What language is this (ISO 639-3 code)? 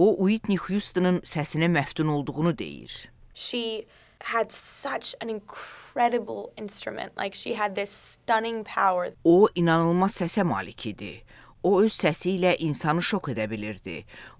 aze